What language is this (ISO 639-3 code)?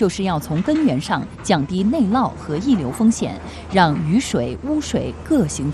zho